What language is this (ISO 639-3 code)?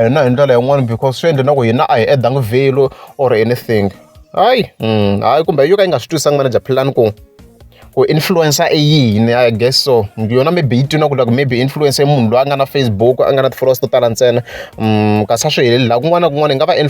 tso